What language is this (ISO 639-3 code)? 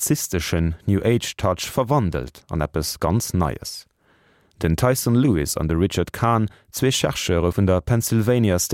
ltz